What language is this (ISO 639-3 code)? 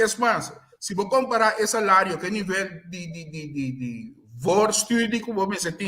pap